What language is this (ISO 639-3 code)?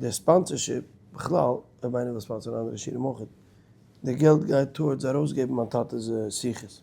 yid